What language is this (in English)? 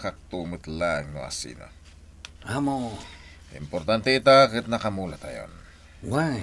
Iloko